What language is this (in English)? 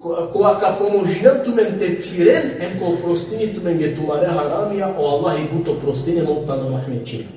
Balkan Romani